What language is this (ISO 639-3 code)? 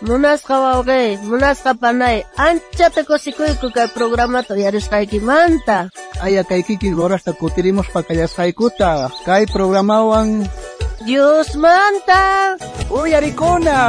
quh